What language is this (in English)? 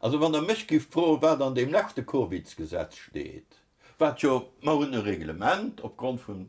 Luxembourgish